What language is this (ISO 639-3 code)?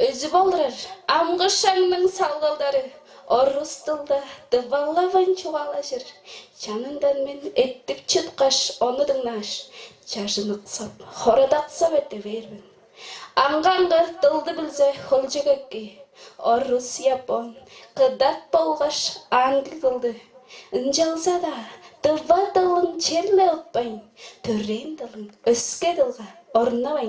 tyv